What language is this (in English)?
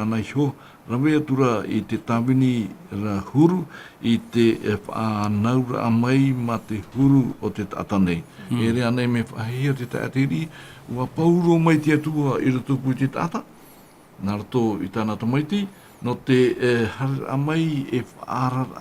Tahitian